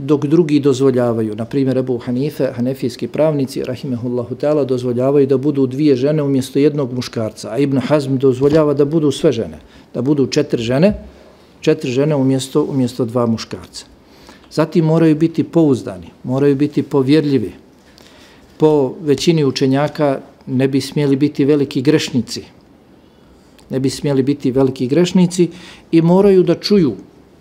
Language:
Bosnian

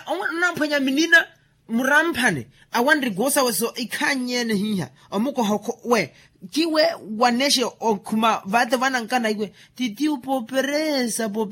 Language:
Makhuwa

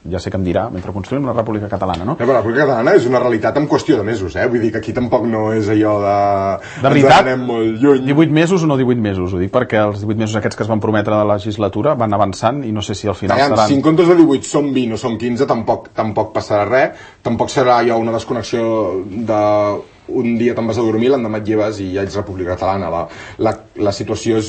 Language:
Catalan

